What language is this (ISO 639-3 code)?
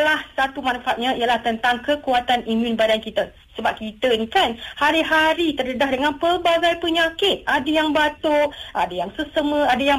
msa